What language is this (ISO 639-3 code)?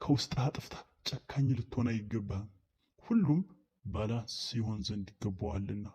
amh